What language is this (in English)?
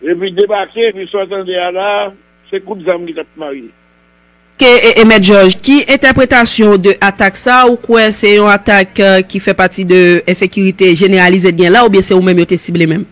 Haitian Creole